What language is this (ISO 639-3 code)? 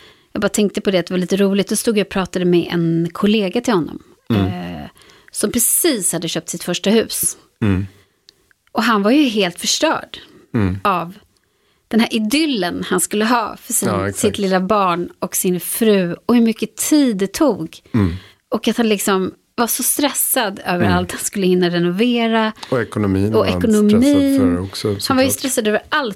swe